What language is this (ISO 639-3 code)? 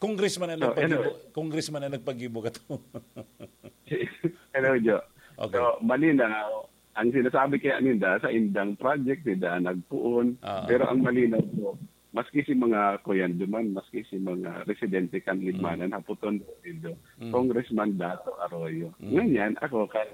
bik